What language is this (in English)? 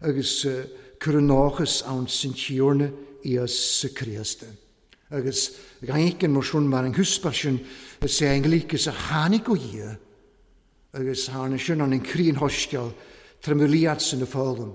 Welsh